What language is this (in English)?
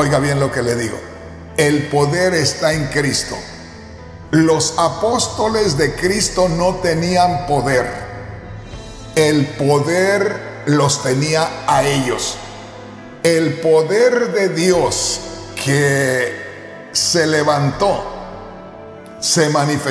Spanish